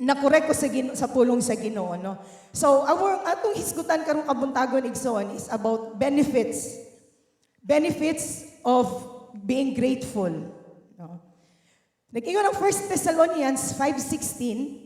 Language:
Cebuano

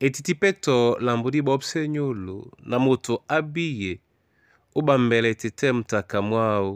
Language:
Duala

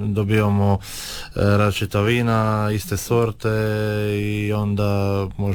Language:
Croatian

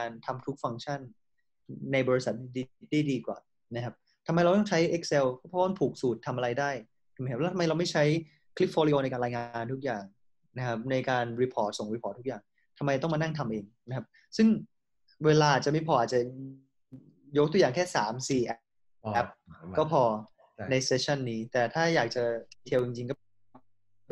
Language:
Thai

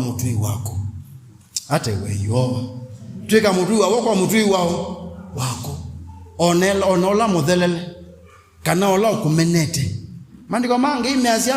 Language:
Kamba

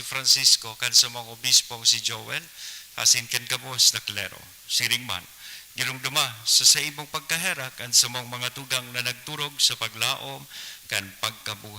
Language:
Bikol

